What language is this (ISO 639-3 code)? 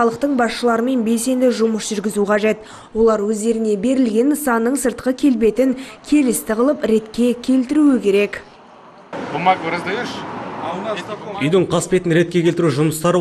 kaz